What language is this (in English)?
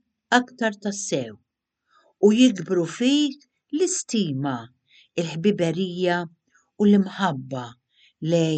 Maltese